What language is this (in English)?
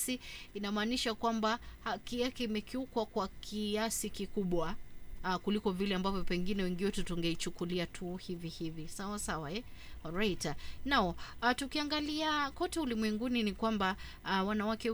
Swahili